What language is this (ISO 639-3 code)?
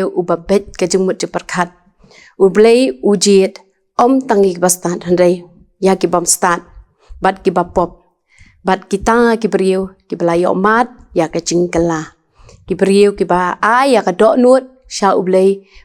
kha